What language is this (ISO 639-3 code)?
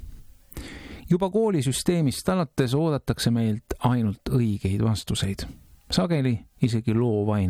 est